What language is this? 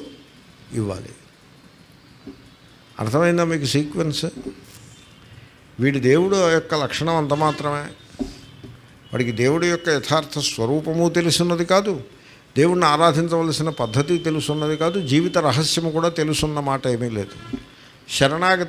Telugu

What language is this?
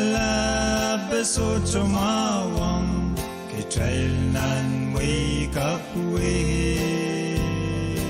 Pohnpeian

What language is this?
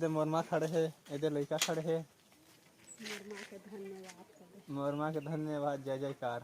Chhattisgarhi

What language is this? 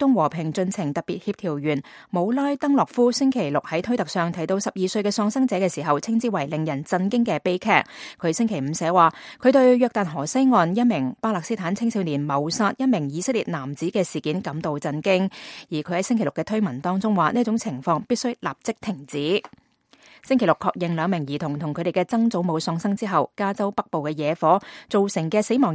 Cantonese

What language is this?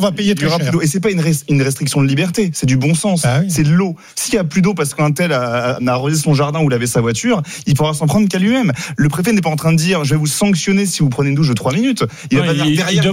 French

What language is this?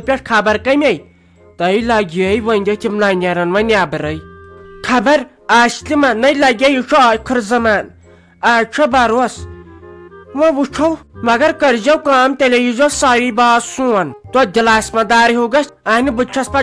Kashmiri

